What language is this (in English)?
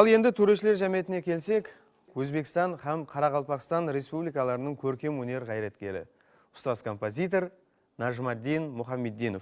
Kara-Kalpak